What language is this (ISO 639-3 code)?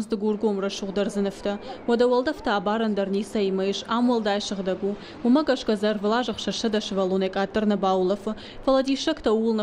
oss